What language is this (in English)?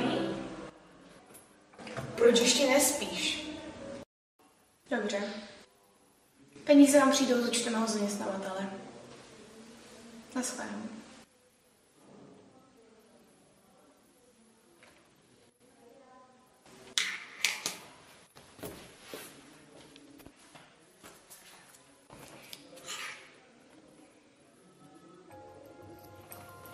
Czech